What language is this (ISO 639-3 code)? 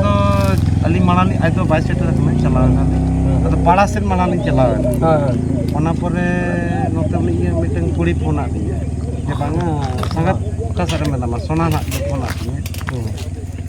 sat